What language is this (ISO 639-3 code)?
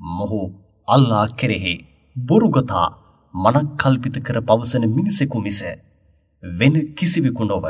sin